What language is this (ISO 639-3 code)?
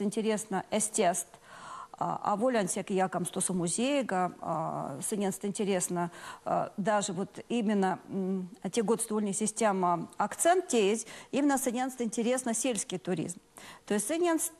myv